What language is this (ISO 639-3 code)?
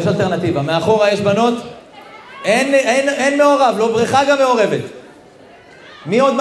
heb